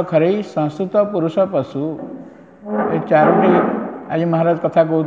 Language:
Odia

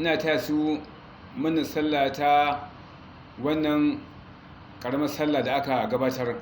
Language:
Hausa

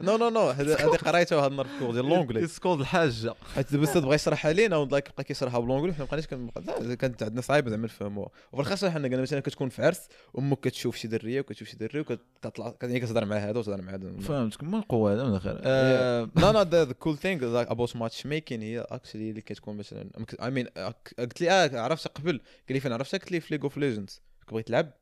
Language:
Moroccan Arabic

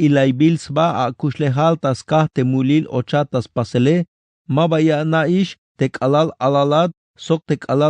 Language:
Tzeltal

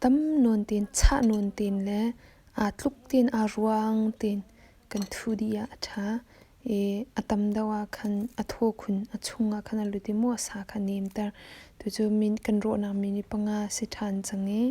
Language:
Hakha Chin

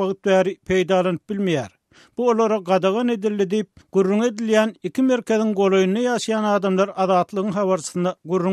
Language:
Turkmen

